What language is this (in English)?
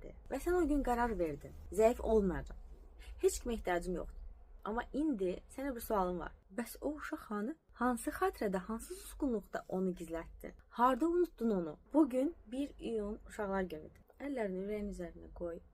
Azerbaijani